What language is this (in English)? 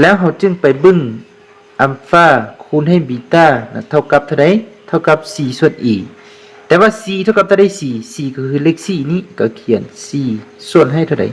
Lao